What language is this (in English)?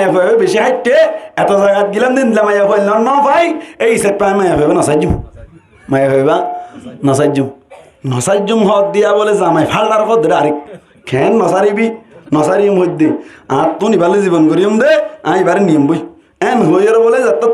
Rohingya